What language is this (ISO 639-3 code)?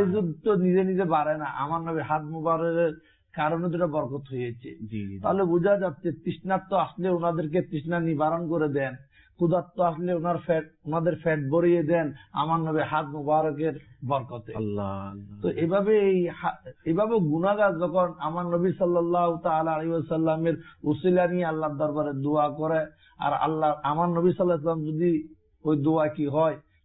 ben